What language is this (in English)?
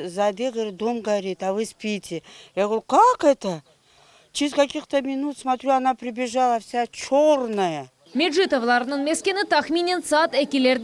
Crimean Tatar